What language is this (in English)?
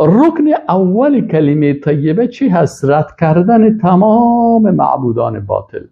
Persian